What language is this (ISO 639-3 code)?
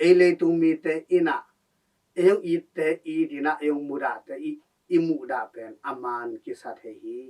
ctd